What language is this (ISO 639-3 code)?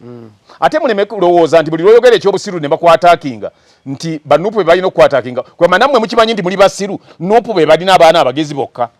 lug